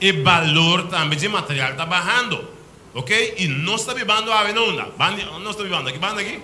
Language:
Papiamento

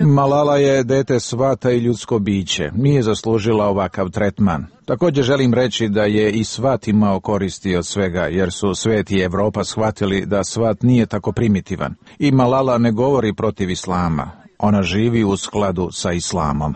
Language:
Serbian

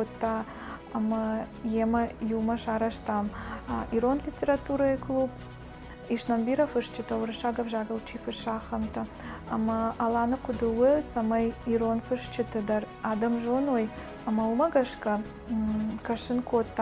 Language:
Ossetic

